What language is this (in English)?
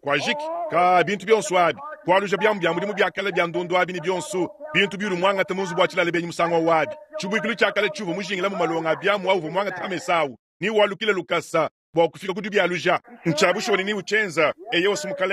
Luba-Lulua